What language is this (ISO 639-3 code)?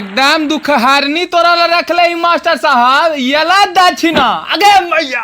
mag